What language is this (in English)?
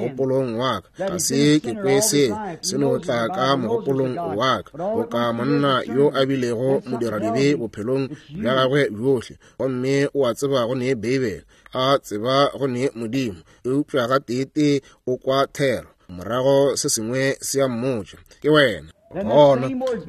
Northern Sotho